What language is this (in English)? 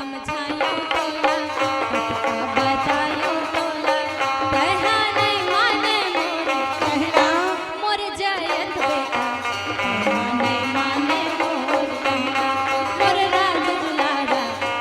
Chhattisgarhi